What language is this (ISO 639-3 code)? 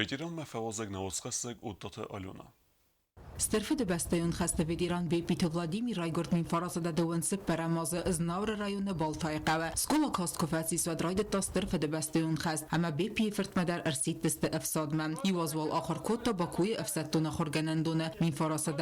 oss